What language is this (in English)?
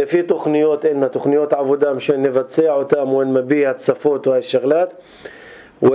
North Levantine Arabic